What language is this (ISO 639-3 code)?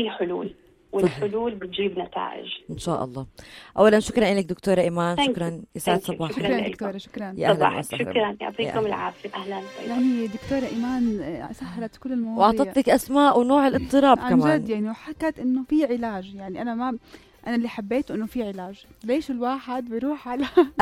apc